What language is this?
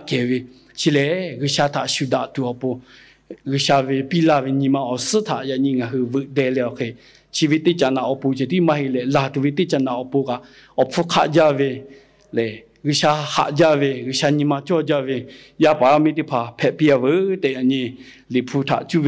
Lahu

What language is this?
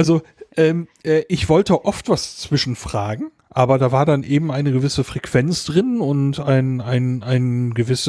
German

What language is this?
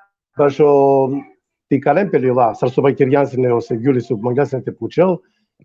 Balkan Romani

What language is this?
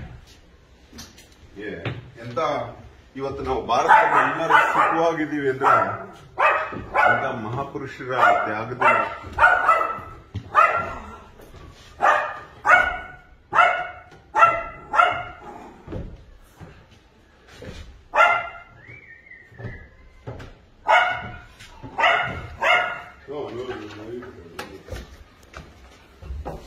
Kannada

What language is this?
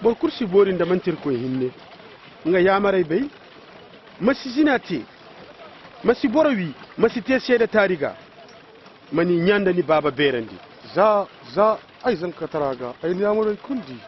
Koyraboro Senni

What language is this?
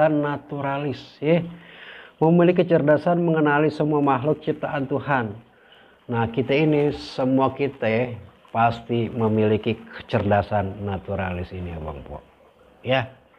Betawi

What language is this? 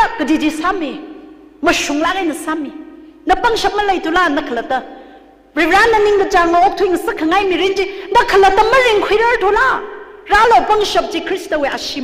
Tangkhul Naga (India)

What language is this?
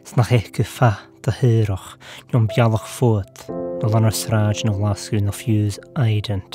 Scottish Gaelic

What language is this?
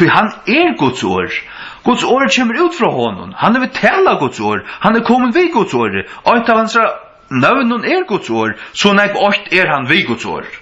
Faroese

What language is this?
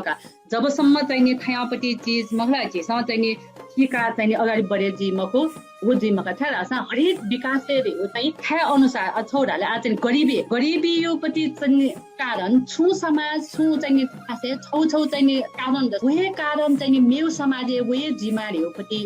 Newari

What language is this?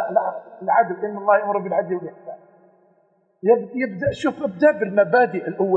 Arabic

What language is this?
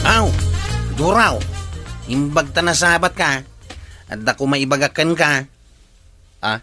Iloko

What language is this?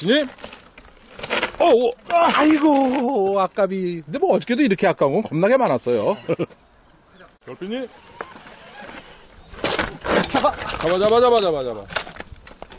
Korean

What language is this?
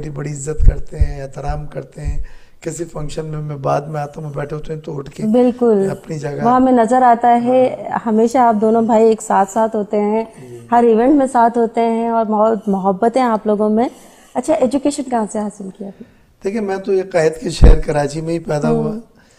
Urdu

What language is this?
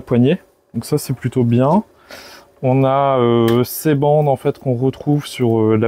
French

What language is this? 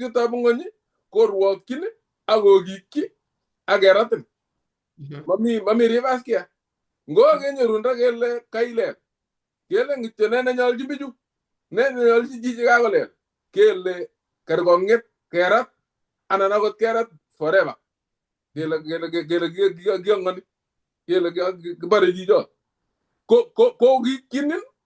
Kalenjin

